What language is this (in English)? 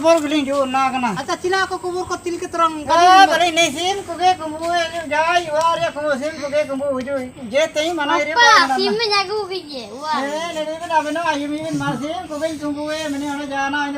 Ho